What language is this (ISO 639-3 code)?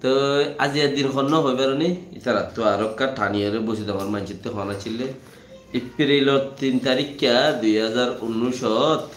rhg